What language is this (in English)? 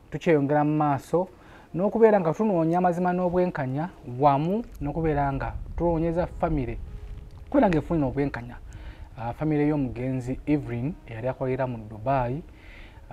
Ganda